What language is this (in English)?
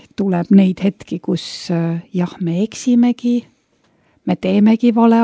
Estonian